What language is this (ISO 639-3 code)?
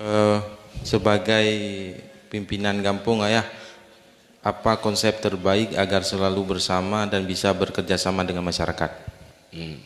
ace